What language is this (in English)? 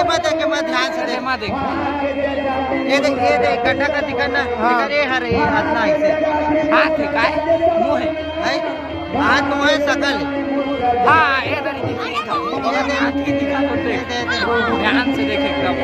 Chhattisgarhi